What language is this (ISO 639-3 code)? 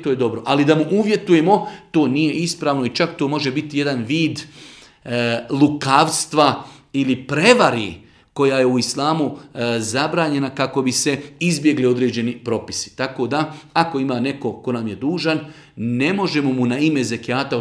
bos